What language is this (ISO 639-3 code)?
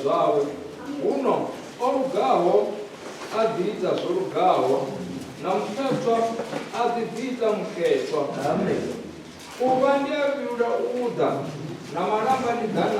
ven